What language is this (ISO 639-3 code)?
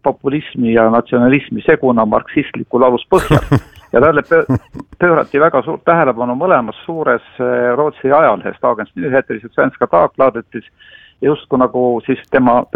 est